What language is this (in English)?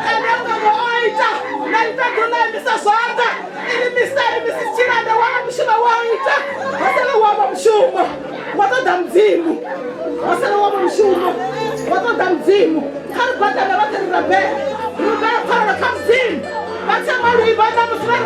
Venda